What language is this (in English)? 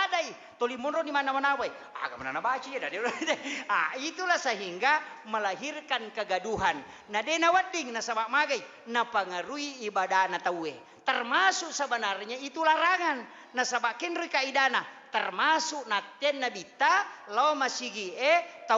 Buginese